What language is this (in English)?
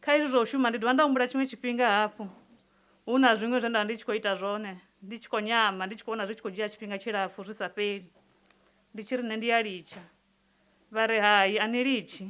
Venda